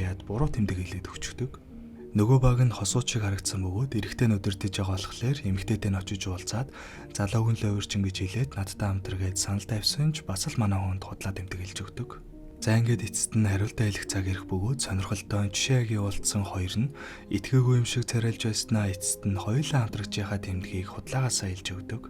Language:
Mongolian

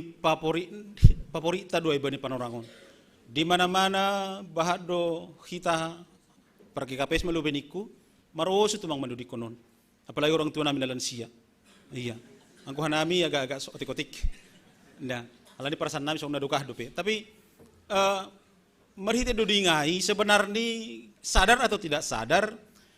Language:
Batak Simalungun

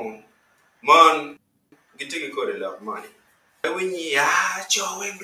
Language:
Acoli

